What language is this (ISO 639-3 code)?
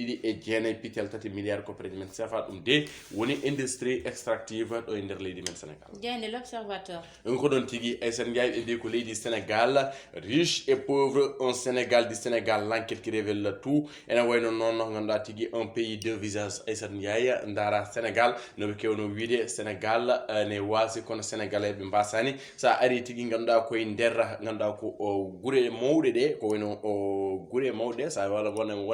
ful